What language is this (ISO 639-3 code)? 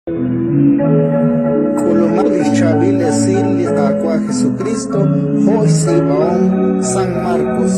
kek